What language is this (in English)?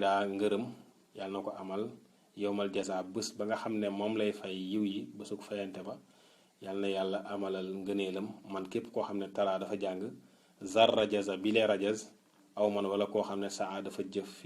Wolof